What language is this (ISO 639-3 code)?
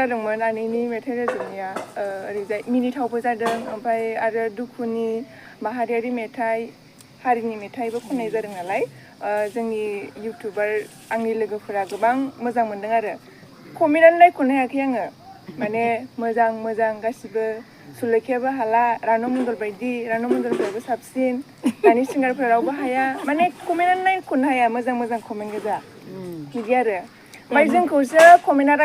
brx